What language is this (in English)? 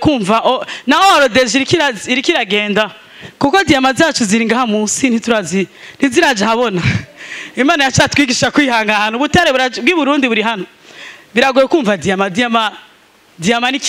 Rundi